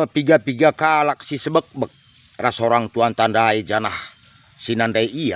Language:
Batak Karo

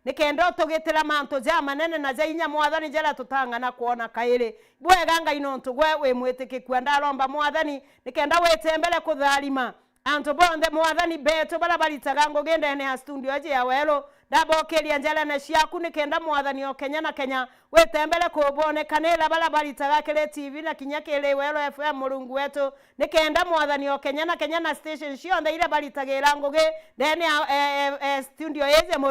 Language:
Meru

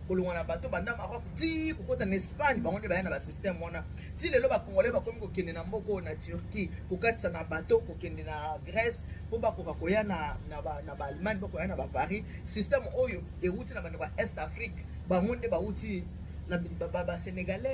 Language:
Lingala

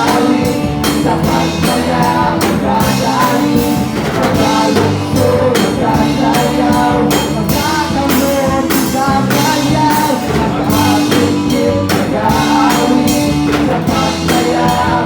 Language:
Cebuano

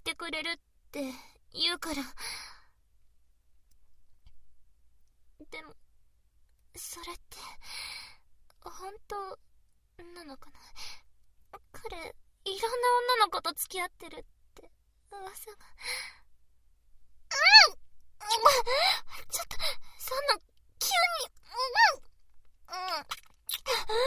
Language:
Japanese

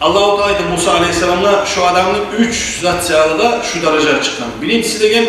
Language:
Kumyk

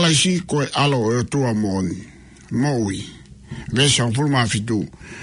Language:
Tongan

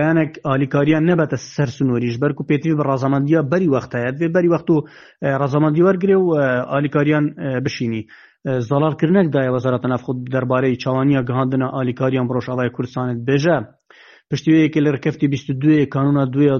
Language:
Kurdish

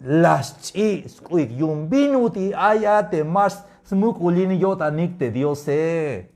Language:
Tzeltal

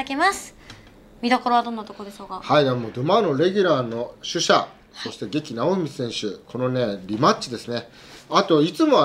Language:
Japanese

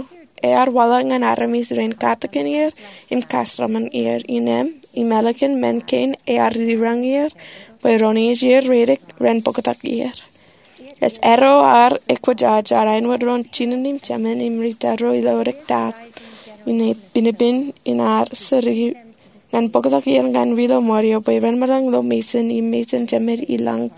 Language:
Marshallese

